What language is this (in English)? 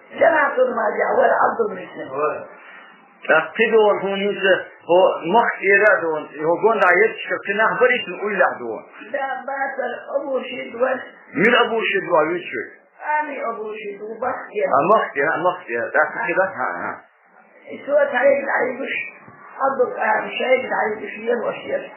Chechen